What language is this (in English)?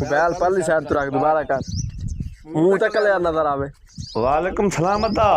Saraiki